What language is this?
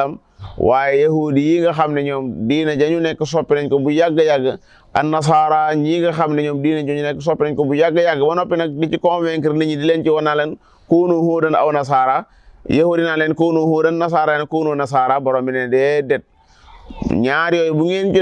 Wolof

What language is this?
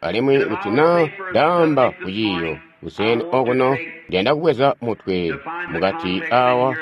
Tonga (Zambia)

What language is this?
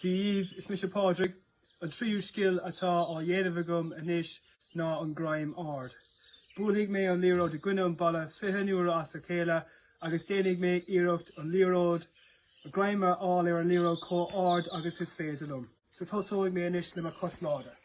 Irish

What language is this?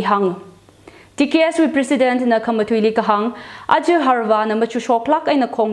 Tangkhul Naga (India)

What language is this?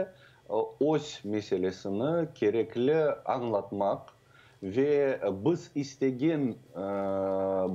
Crimean Tatar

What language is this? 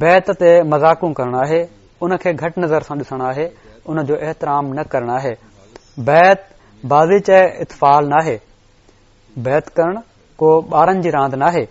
Sindhi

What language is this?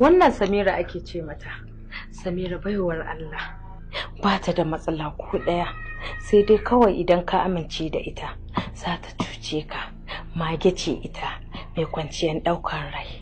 Hausa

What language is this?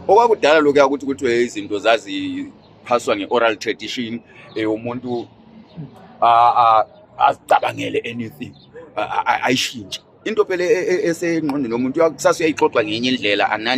Zulu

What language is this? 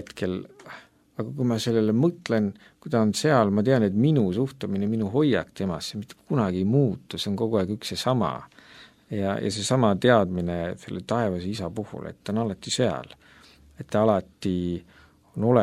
Estonian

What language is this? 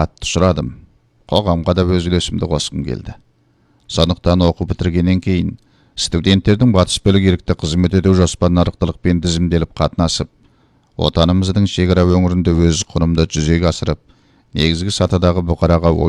Kazakh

